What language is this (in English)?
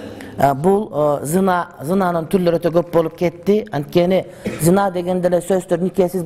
Kyrgyz